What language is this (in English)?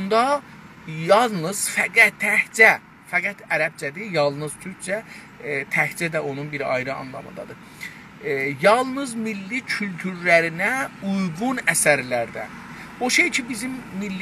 South Azerbaijani